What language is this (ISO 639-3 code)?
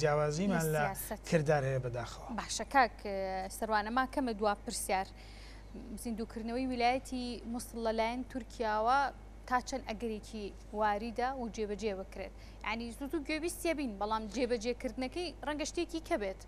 ckb